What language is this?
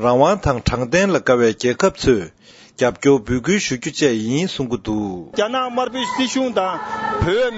Tibetan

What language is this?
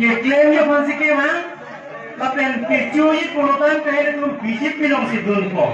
Karbi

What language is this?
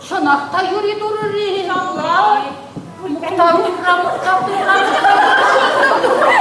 Chuvash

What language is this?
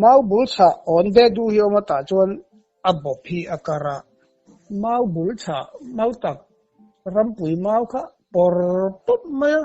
Mizo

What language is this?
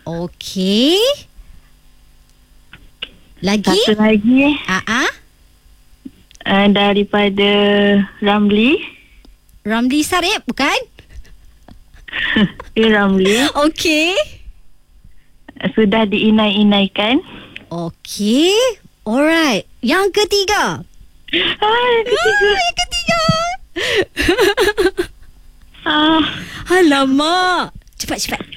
Malay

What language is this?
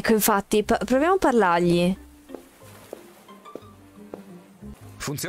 Italian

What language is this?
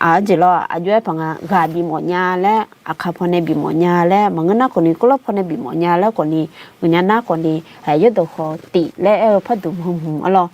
Akha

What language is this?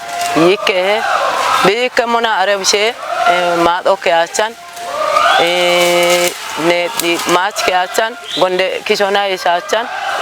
Kafa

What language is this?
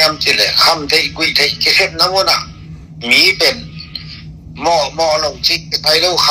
Tedim Chin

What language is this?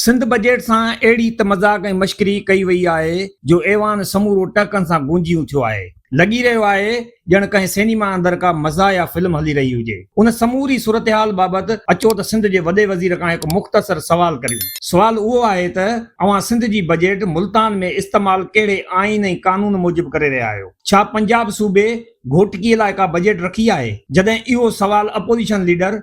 Sindhi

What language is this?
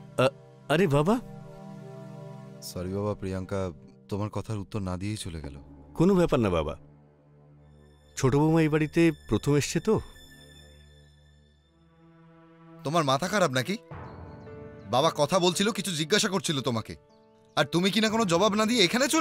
Bangla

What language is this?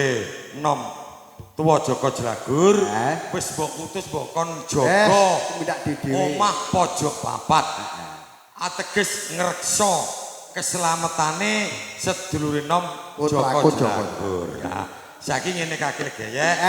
Javanese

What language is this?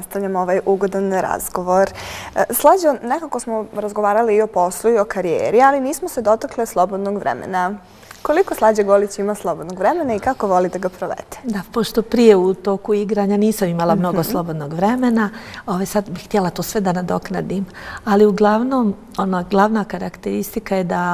Bosnian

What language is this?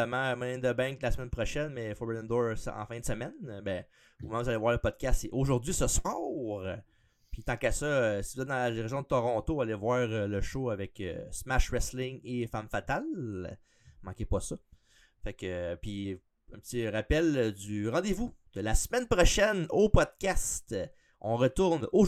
French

